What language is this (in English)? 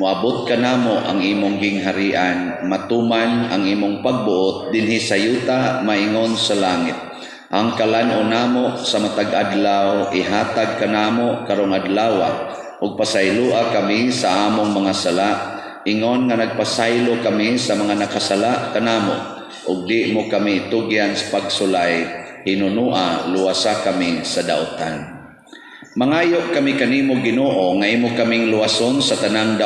Cebuano